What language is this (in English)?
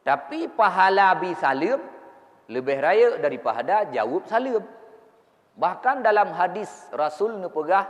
Achinese